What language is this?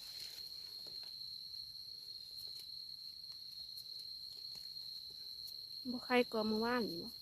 Lao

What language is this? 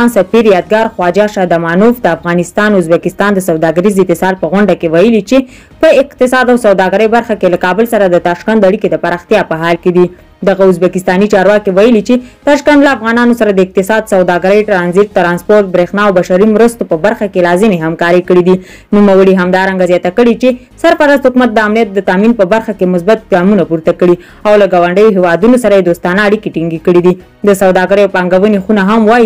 Pashto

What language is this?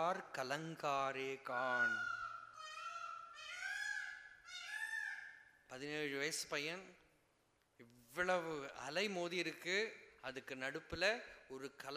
Tamil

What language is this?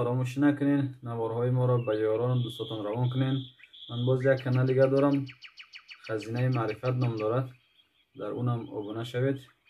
Tajik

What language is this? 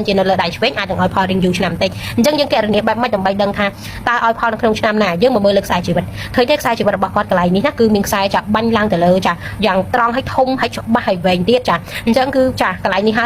Khmer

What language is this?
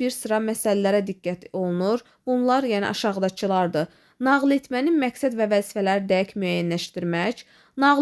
Azerbaijani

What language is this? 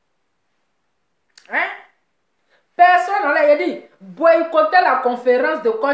French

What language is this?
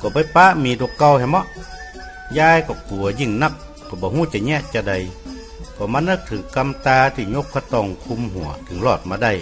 Northern Thai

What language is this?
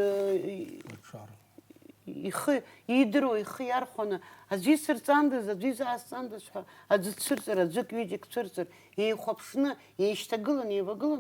Abkhazian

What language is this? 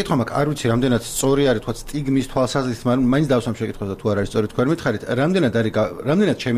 Georgian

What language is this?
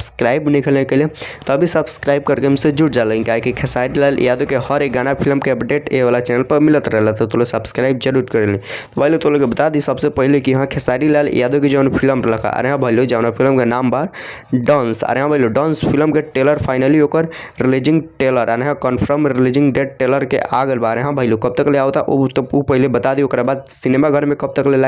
Bhojpuri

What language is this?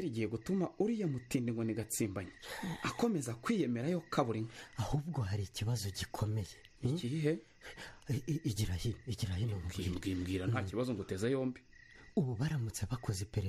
Kinyarwanda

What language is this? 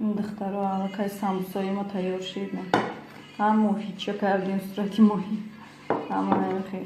Tajik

